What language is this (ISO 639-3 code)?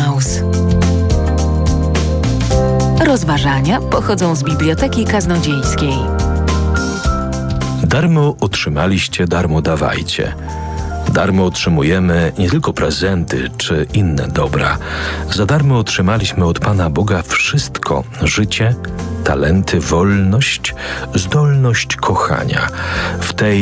pol